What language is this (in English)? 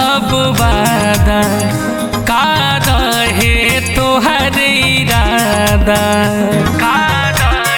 Bhojpuri